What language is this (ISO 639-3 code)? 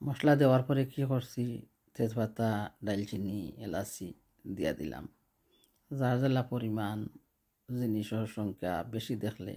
syl